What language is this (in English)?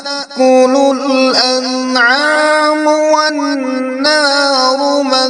Kashmiri